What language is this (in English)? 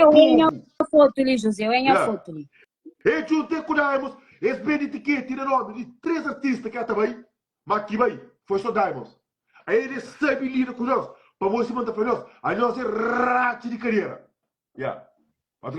Kabuverdianu